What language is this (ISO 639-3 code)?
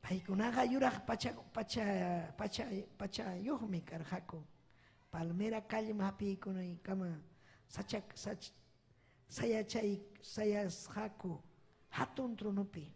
quy